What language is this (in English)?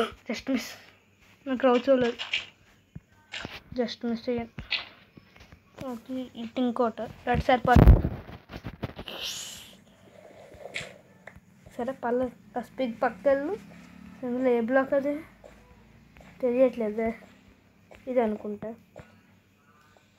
Telugu